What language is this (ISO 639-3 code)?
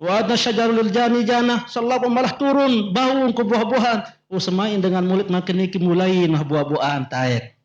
sas